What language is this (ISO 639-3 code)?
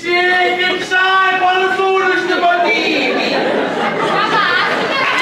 scn